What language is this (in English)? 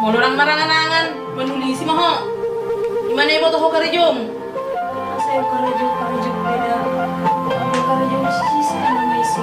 Batak Toba